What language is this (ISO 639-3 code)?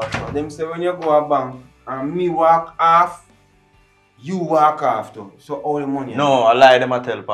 jam